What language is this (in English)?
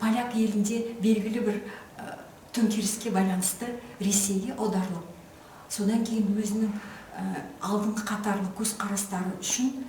Kazakh